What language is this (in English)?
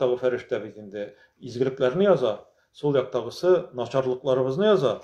Tatar